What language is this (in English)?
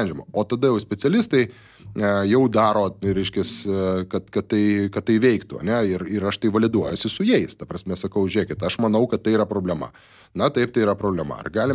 Lithuanian